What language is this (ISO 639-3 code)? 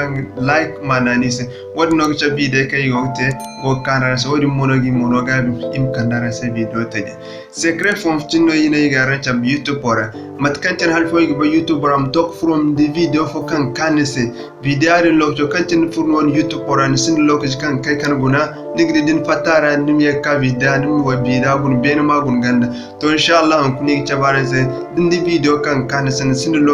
dje